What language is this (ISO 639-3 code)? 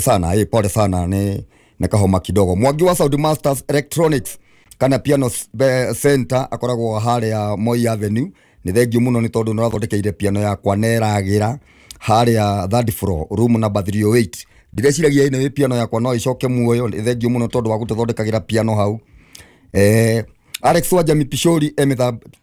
kik